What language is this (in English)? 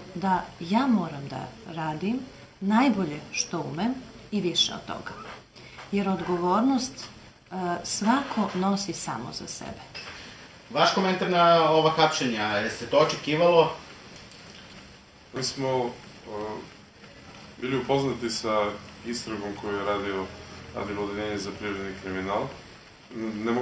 Serbian